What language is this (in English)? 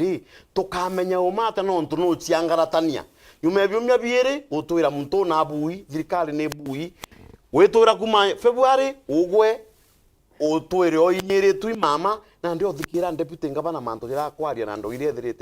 Meru